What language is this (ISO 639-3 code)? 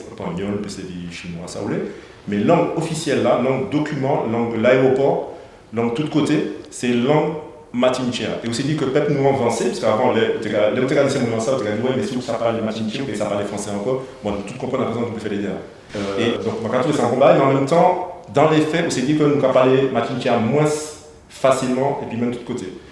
gcf